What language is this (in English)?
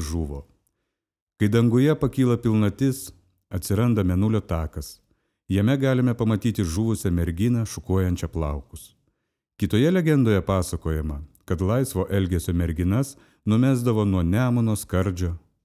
Lithuanian